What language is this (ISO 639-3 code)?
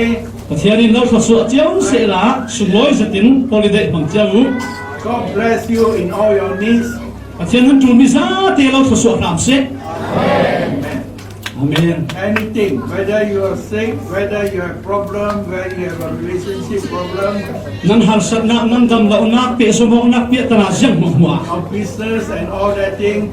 cfm